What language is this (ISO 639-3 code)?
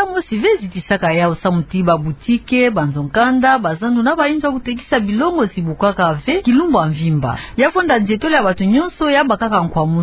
ktu